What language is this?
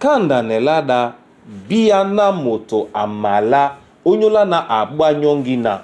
Duala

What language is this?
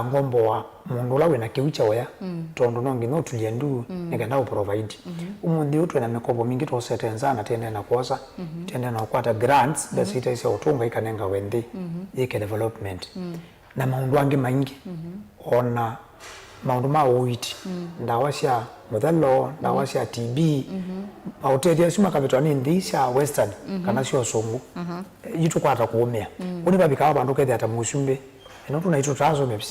Kamba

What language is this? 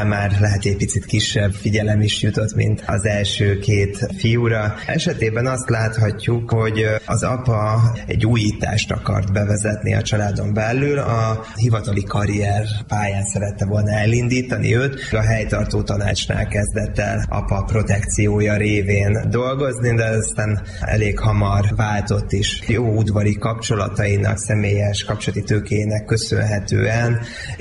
Hungarian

